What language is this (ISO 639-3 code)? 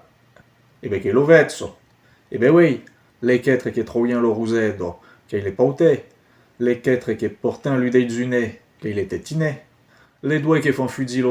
oci